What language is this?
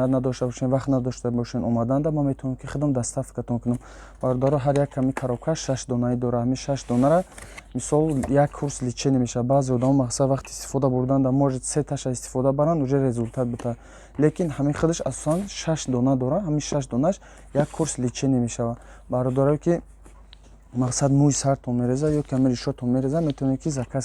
Tajik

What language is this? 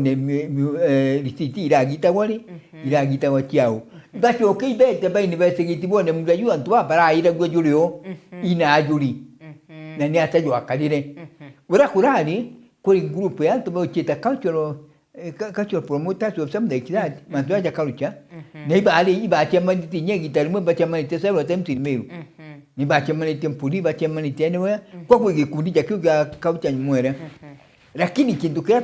Meru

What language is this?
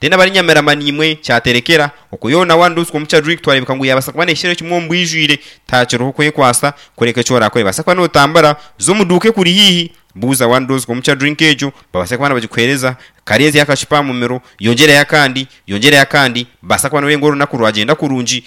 Nyankole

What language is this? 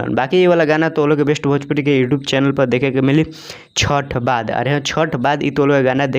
Bhojpuri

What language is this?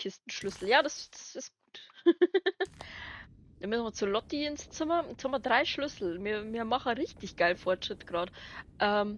Bavarian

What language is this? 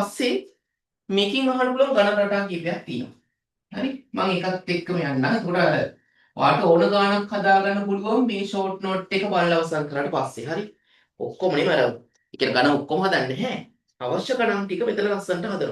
Sinhala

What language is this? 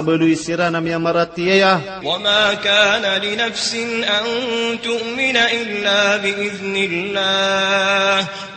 Maranao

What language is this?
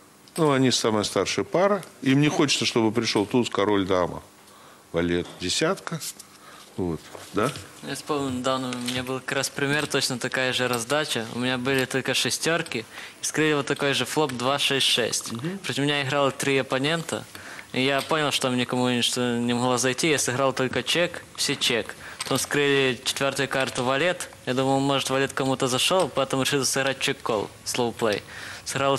Russian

